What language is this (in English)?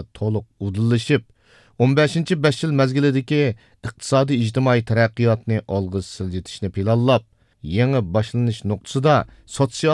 Uyghur